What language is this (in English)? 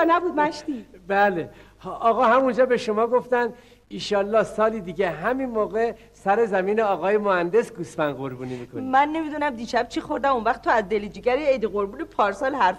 Persian